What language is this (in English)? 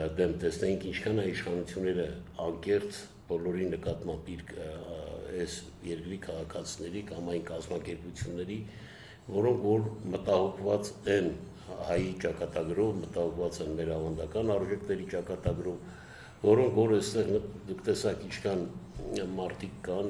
Armenian